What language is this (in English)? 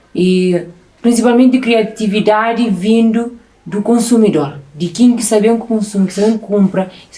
Kabuverdianu